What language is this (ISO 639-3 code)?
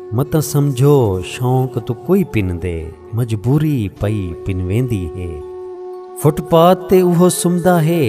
skr